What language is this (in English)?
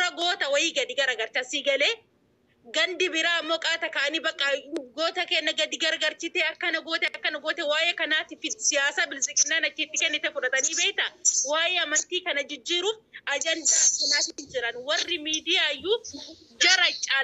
Oromo